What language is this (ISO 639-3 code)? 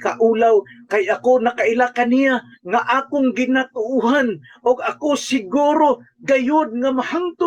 ceb